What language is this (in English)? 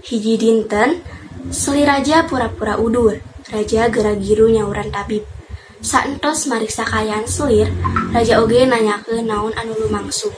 Sundanese